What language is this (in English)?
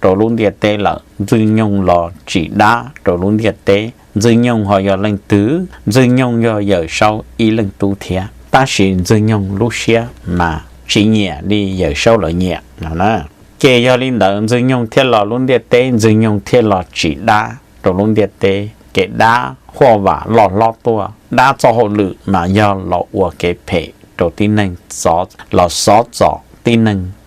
Hmong